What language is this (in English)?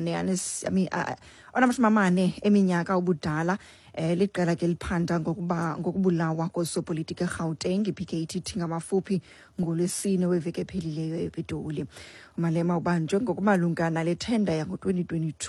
Xhosa